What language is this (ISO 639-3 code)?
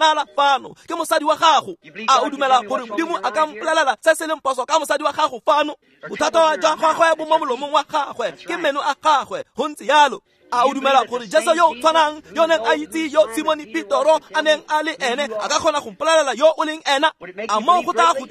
tsn